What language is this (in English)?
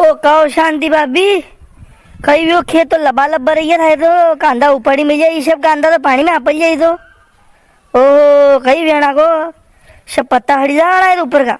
Rajasthani